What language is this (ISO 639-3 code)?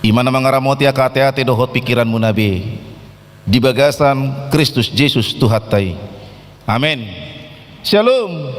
bbc